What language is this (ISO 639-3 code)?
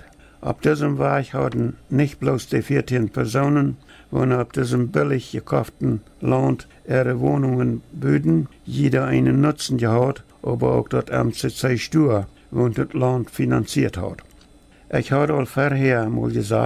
pdt